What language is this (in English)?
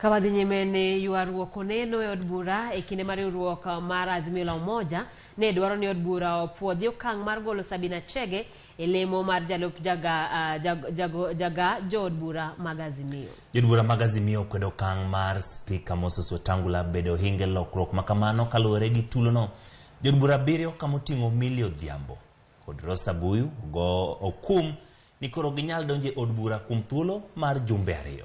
Luo (Kenya and Tanzania)